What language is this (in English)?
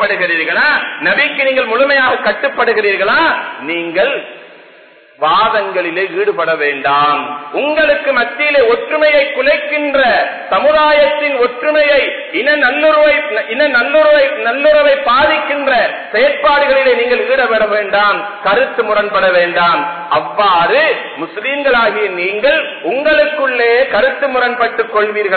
Tamil